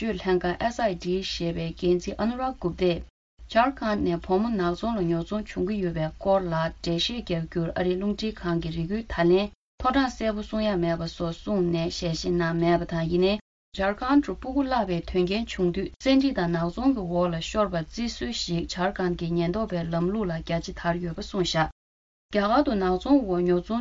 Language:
Tibetan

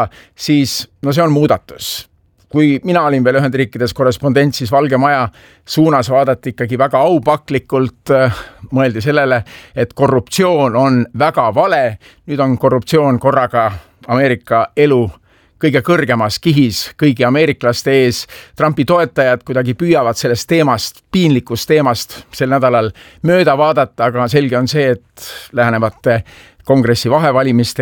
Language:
Estonian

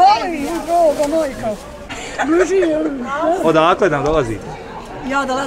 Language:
Bosnian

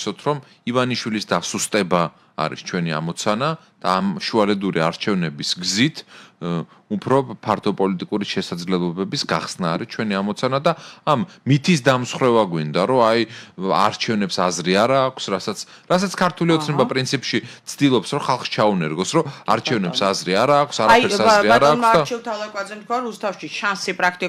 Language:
Georgian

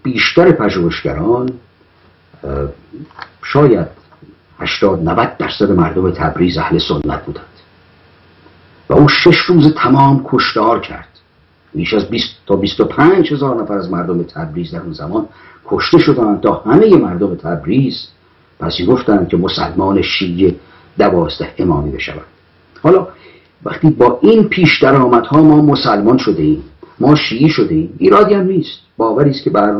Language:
Persian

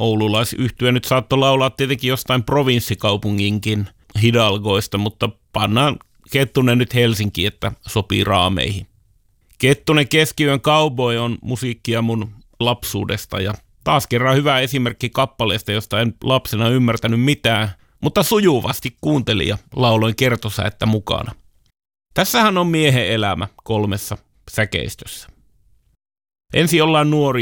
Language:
Finnish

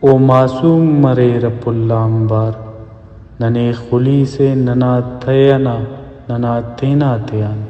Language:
Brahui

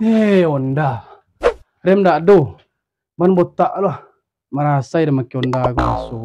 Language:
Minangkabau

